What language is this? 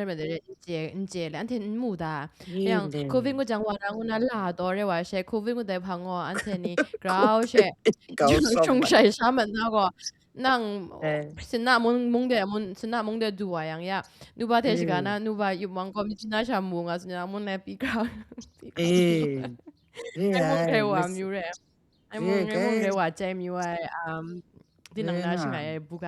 Kachin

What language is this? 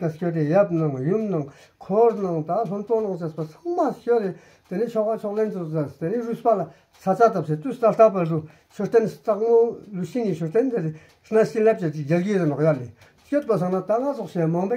Tibetan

